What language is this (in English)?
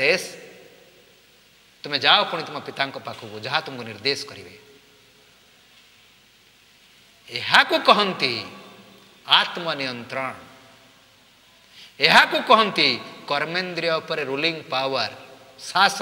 Odia